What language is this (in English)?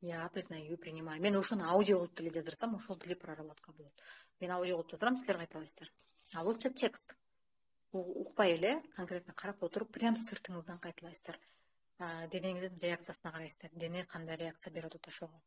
Kyrgyz